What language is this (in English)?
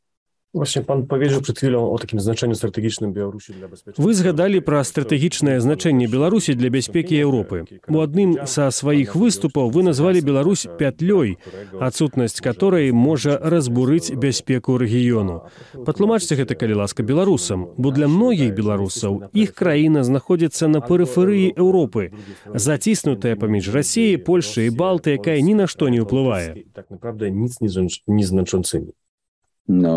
Belarusian